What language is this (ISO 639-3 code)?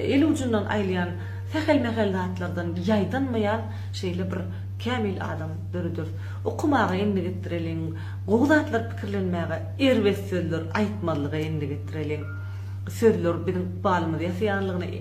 tuk